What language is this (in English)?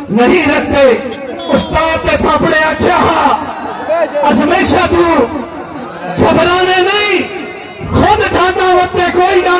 Saraiki